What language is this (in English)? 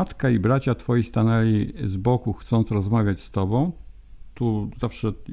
Polish